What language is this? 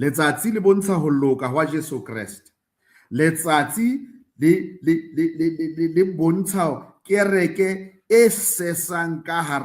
Southern Sotho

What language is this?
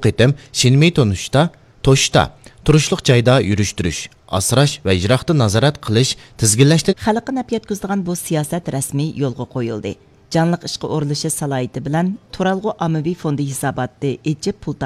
Uyghur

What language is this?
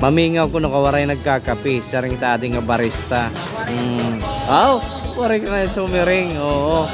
Waray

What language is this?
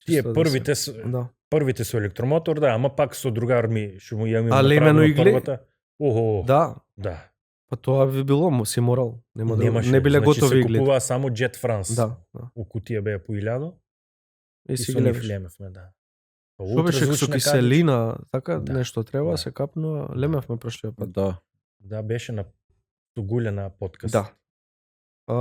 Macedonian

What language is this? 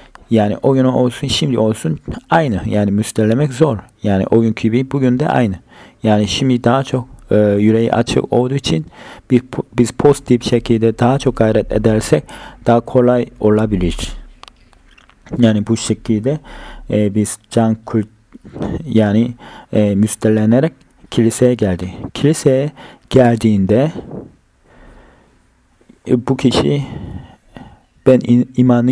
Turkish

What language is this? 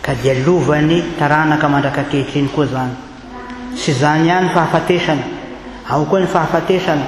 Malagasy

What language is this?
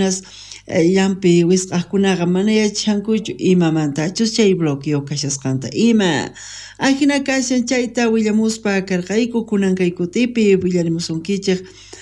South Bolivian Quechua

